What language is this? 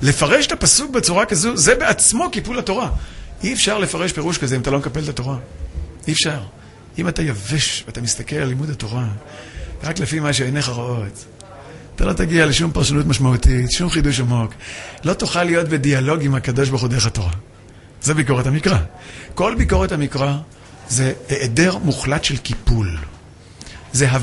Hebrew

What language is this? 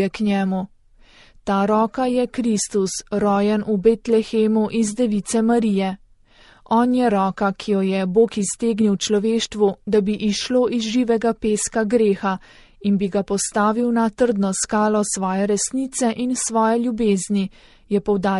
Slovenian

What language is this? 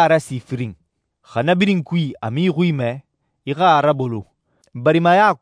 Susu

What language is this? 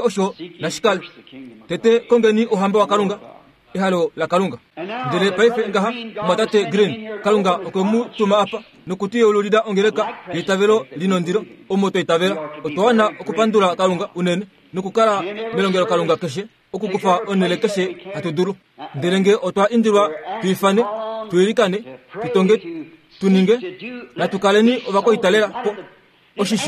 Kuanyama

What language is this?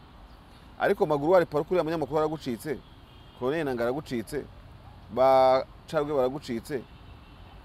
Kinyarwanda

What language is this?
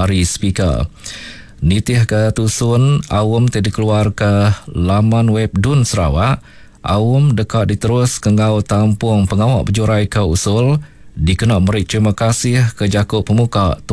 Iban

